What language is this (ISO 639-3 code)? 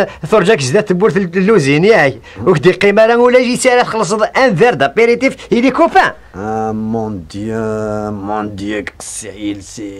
kab